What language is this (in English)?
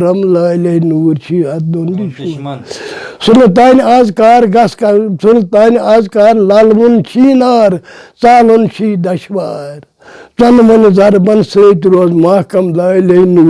Kashmiri